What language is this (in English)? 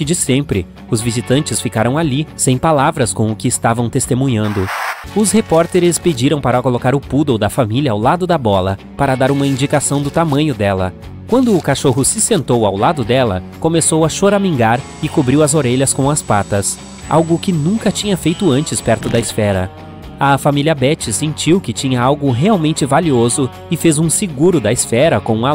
Portuguese